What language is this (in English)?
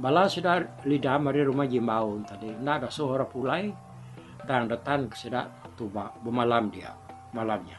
Iban